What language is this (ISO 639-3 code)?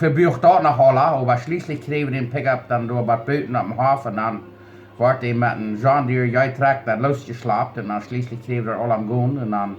pdt